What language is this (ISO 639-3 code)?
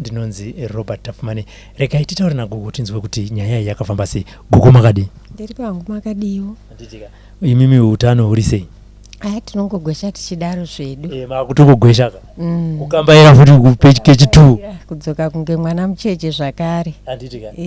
sna